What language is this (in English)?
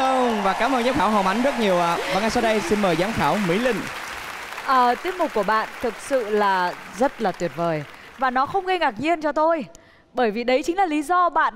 Vietnamese